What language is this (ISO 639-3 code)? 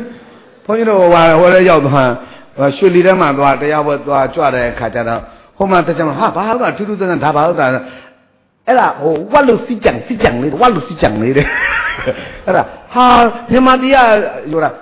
mya